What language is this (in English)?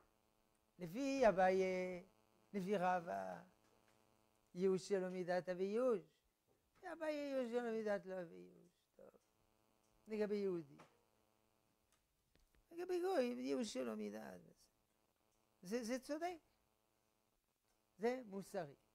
Hebrew